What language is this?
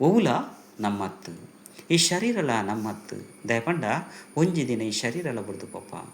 Tulu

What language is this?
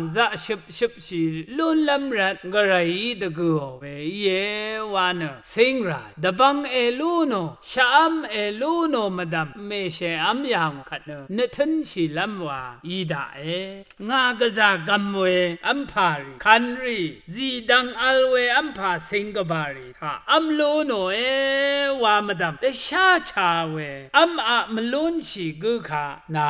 Rawang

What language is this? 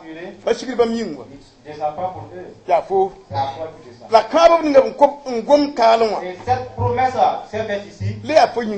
Mossi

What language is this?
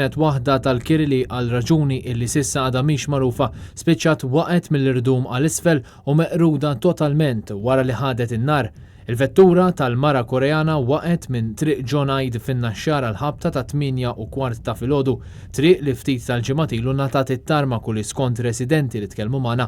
Maltese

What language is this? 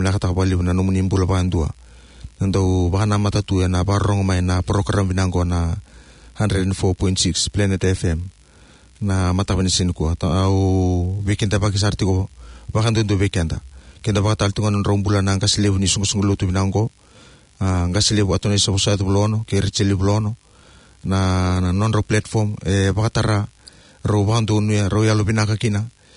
Fijian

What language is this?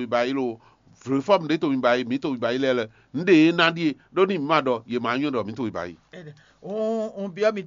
Fon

